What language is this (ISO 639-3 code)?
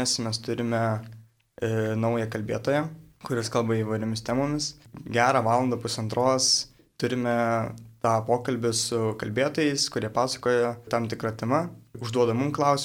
lit